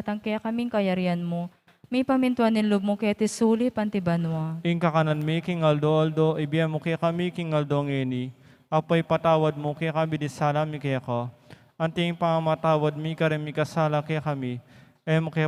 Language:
Pampanga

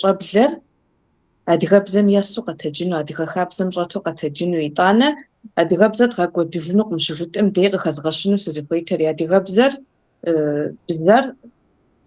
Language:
Kabardian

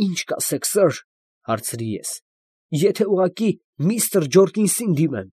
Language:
Armenian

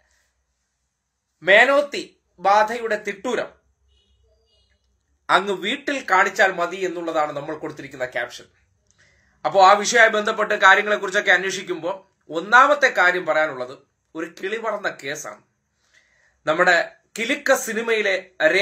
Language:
Malayalam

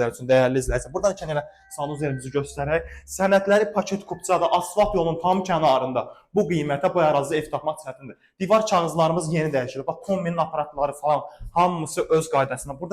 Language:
Azerbaijani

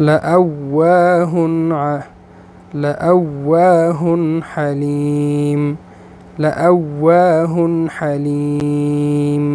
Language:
Pashto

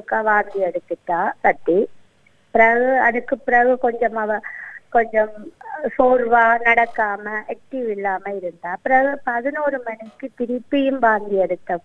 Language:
Tamil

